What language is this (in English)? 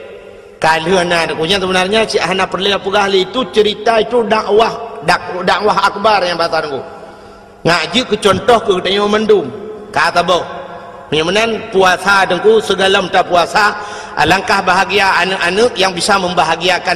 Achinese